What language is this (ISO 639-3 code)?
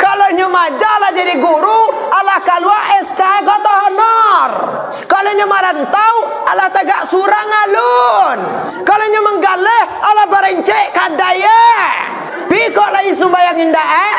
min